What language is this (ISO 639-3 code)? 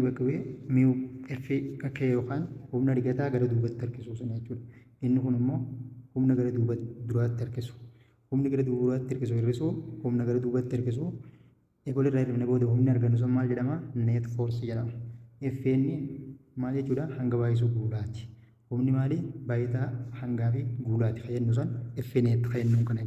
orm